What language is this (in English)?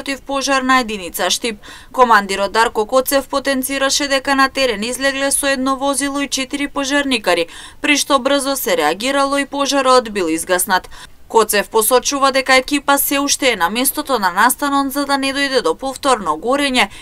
Macedonian